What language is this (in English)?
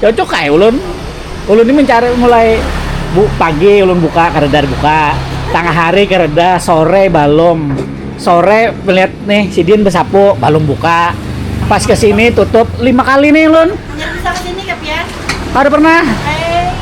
Banjar